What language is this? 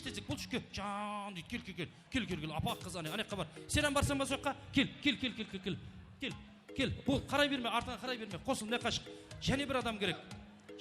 Kara-Kalpak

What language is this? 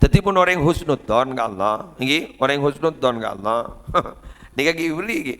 Madurese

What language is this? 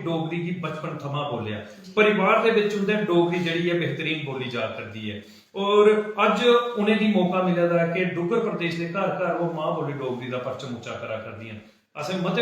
Dogri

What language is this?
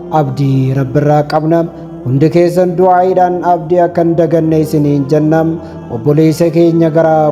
Oromo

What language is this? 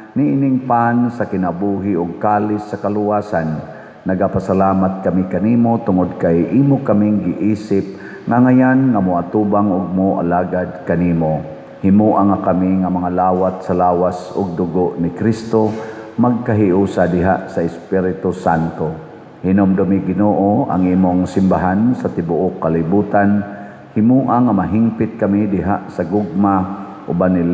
Cebuano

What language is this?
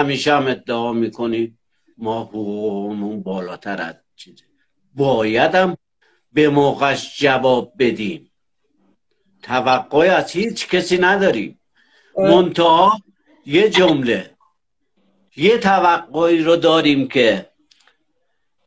Persian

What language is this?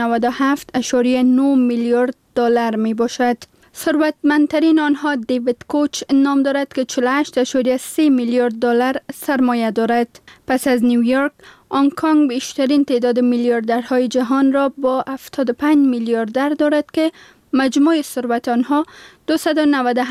Persian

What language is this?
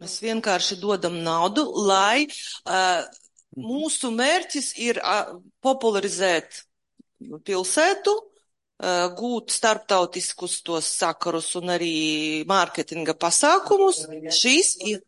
Latvian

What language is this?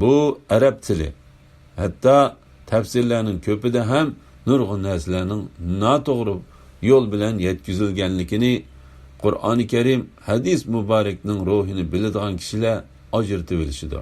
Uyghur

